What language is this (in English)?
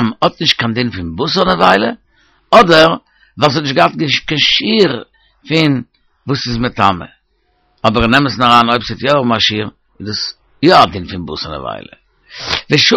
Yiddish